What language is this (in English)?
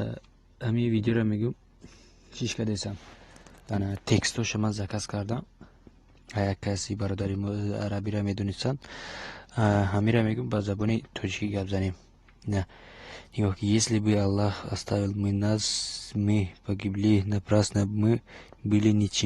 Tajik